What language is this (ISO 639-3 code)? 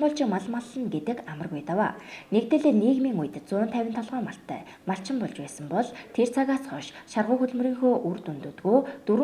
mon